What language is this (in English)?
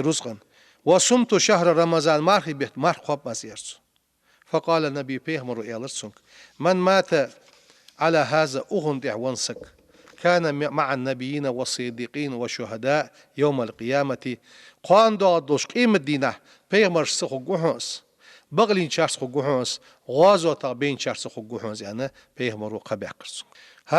Ingush